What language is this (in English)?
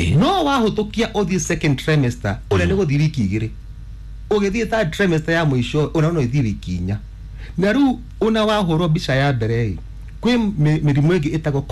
Kikuyu